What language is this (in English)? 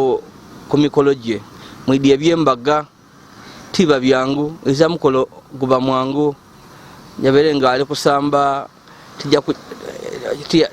Ganda